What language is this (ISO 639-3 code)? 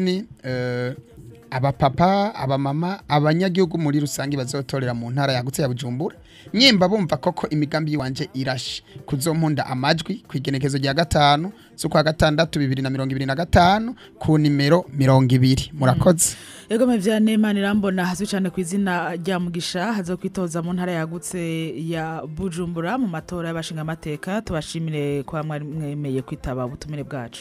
run